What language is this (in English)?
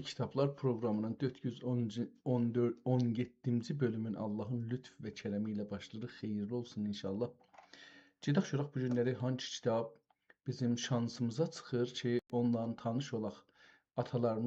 South Azerbaijani